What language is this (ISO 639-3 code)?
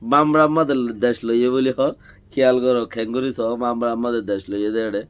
rhg